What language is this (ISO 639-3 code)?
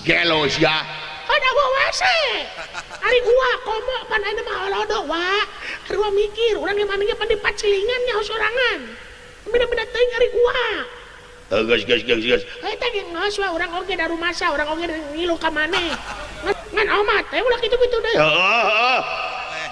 sun